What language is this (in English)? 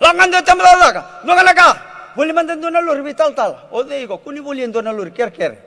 Fijian